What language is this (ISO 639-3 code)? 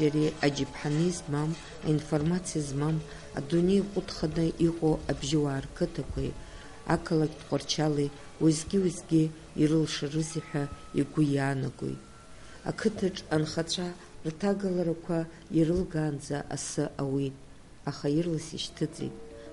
abk